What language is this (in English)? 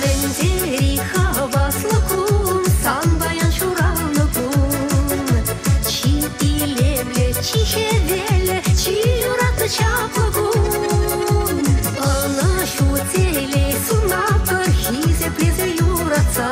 Chuvash